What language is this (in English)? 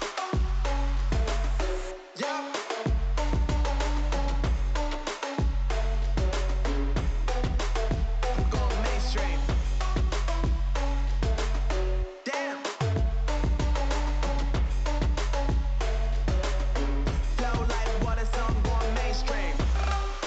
English